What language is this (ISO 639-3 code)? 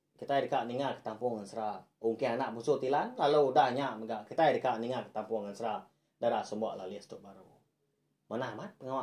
iba